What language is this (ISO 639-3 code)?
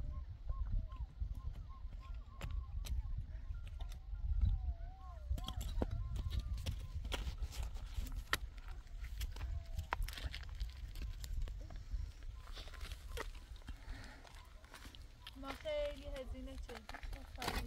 fas